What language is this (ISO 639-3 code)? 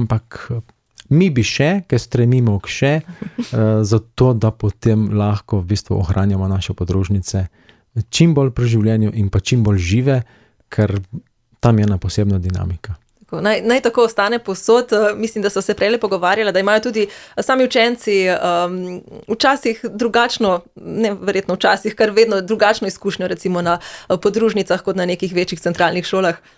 slv